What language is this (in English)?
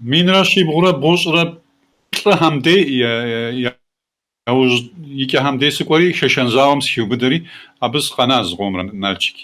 Kabardian